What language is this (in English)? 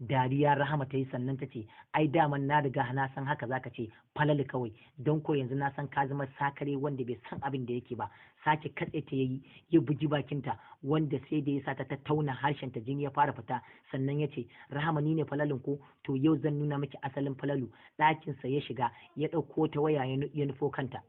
Hausa